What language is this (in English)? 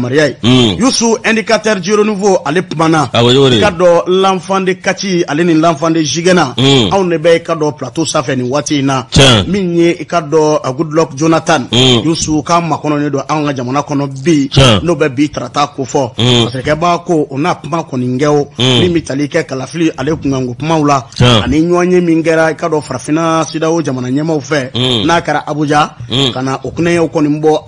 Bambara